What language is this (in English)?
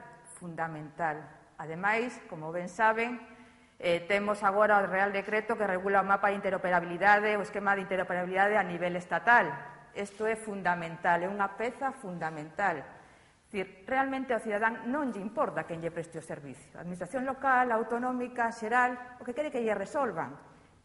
Galician